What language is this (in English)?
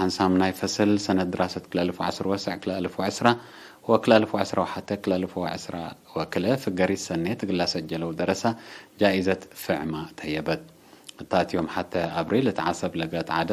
Tigre